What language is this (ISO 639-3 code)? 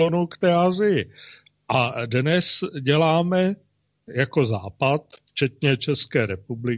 ces